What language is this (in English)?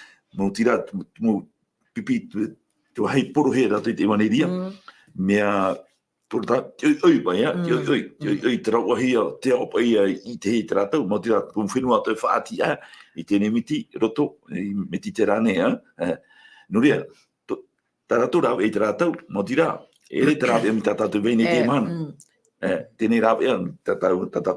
Tahitian